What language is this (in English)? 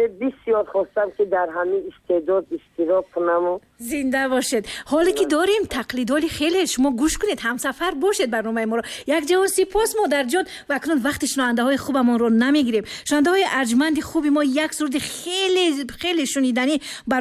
Tajik